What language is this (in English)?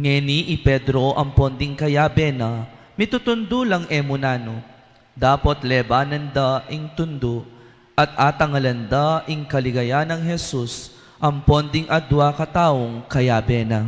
Pampanga